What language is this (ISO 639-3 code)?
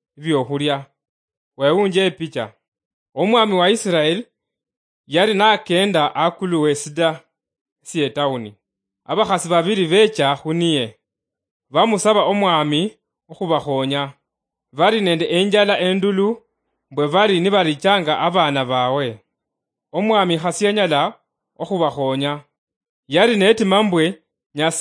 luy